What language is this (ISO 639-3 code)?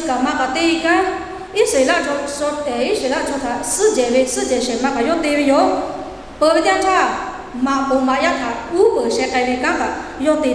lhu